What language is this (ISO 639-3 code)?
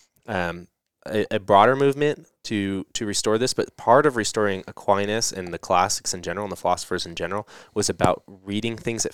eng